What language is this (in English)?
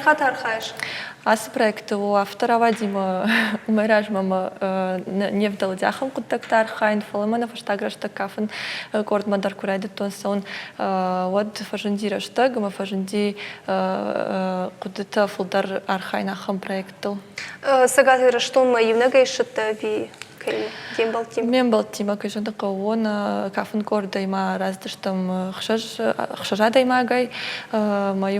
Ossetic